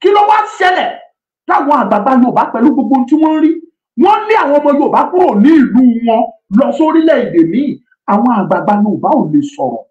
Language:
Yoruba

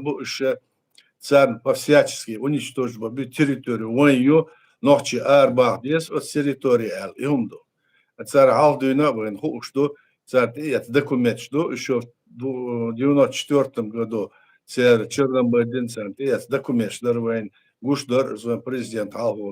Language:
Chechen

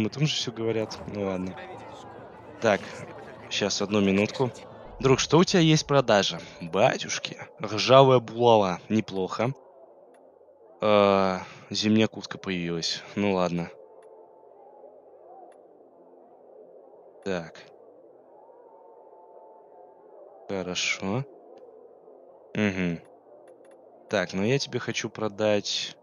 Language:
Russian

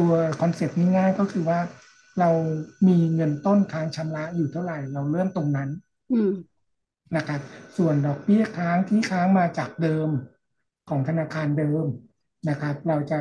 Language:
Thai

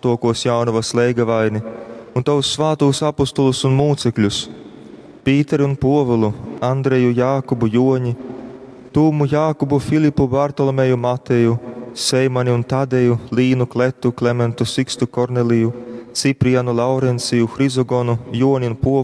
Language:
Latgalian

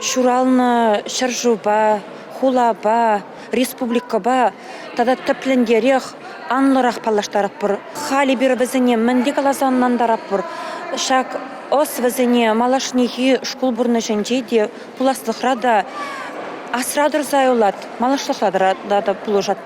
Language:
Chuvash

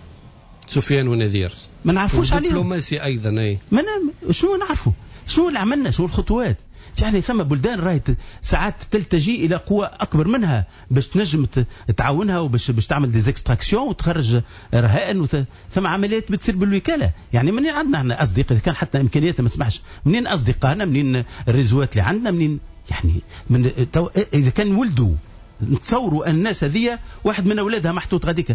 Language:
Tunisian Arabic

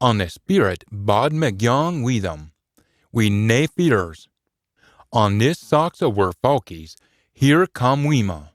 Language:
Scots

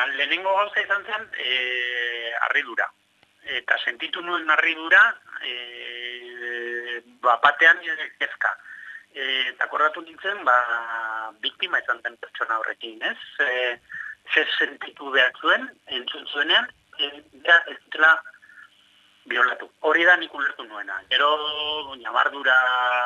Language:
Basque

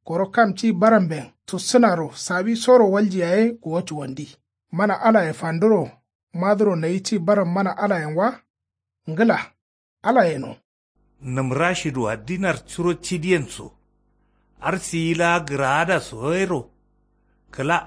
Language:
Kanuri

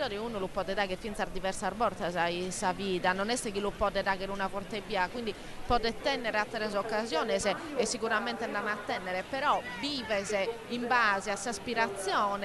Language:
Sardinian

